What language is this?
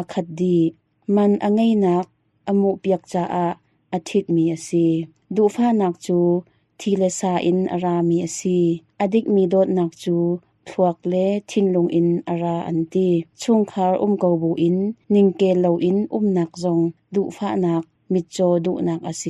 Hakha Chin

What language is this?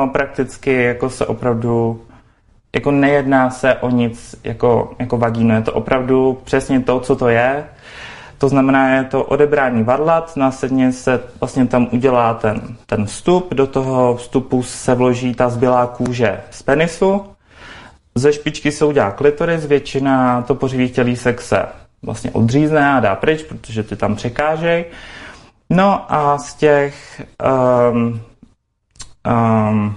Czech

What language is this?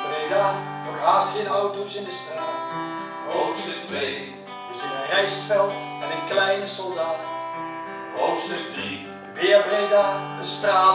Dutch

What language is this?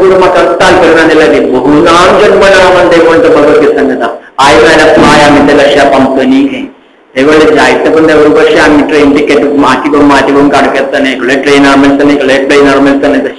Konkani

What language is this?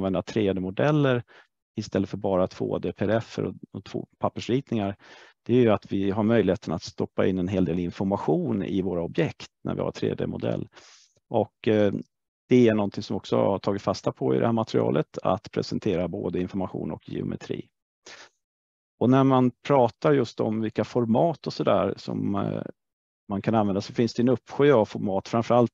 Swedish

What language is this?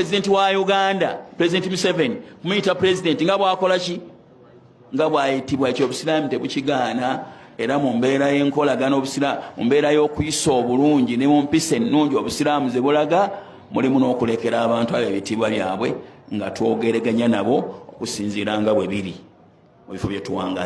Ganda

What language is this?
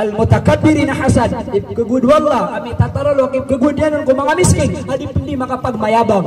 Maranao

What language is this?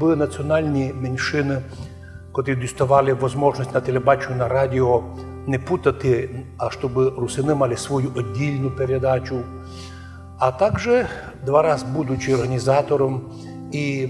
Rusyn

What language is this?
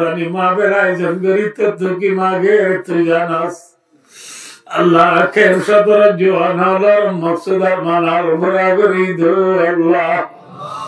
Rohingya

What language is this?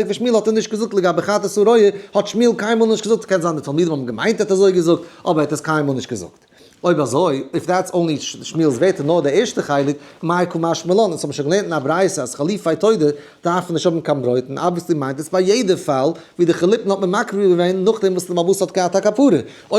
Yiddish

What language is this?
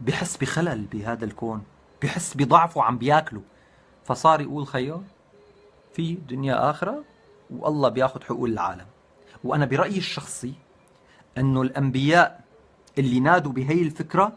North Levantine Arabic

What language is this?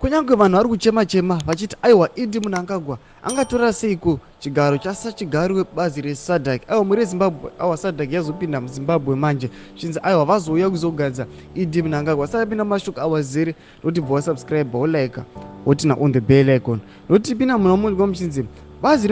Shona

